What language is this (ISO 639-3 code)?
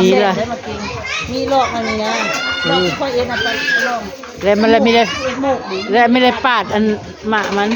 tts